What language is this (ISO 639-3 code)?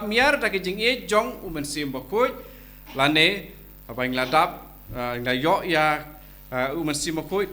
kha